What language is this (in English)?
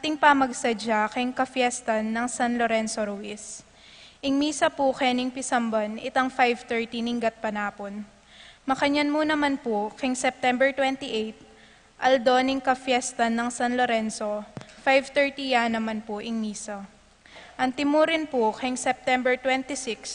Pampanga